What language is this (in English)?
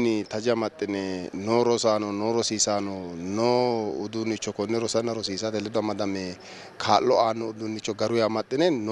Sidamo